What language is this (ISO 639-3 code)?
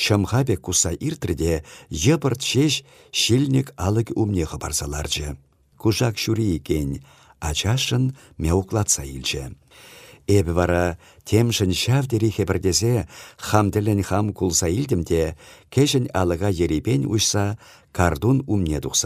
chv